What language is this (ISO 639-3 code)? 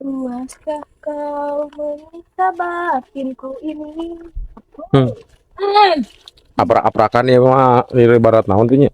sun